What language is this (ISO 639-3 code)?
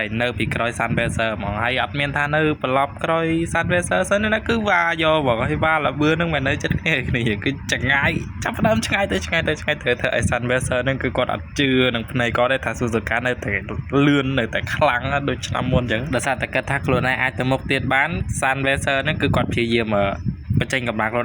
khm